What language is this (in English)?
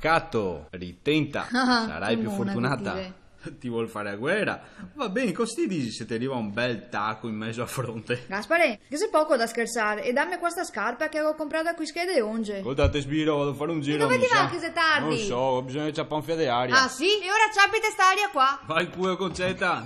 Venetian